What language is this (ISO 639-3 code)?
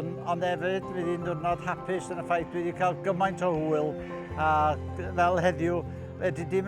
cym